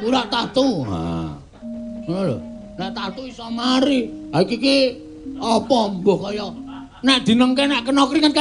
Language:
Javanese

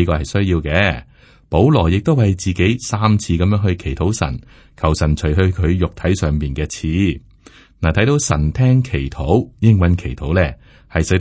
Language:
Cantonese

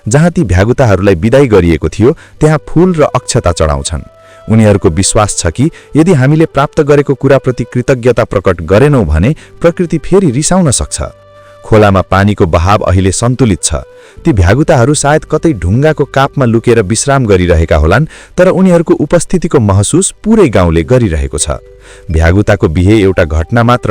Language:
Nepali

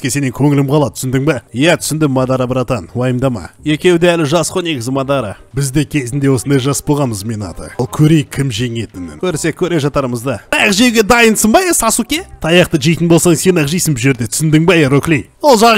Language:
Kazakh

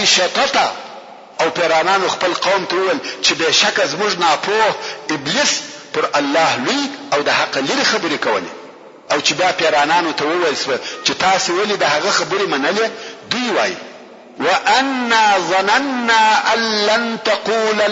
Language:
Pashto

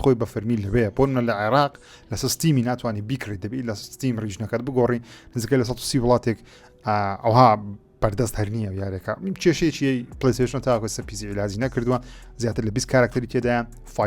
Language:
Central Kurdish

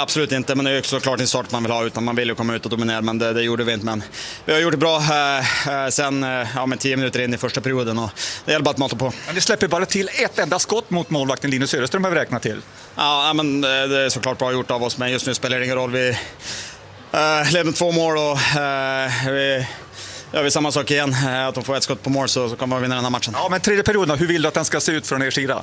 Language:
Swedish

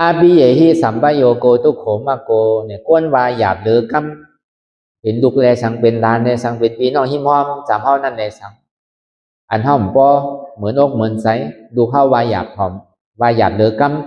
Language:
Shan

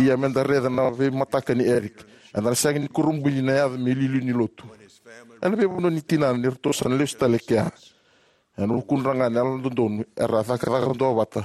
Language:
Fijian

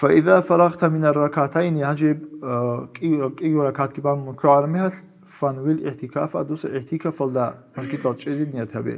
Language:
Avaric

